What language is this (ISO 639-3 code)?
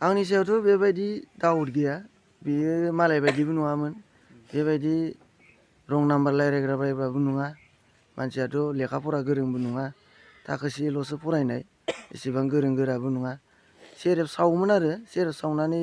brx